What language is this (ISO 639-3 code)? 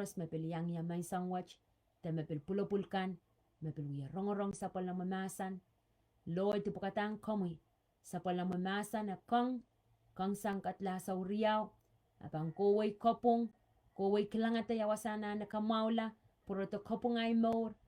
pon